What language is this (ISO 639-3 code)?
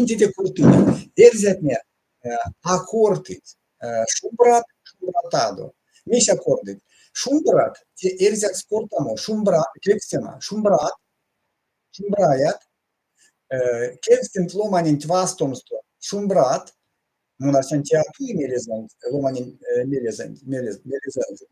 myv